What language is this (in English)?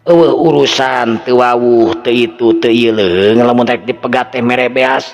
Sundanese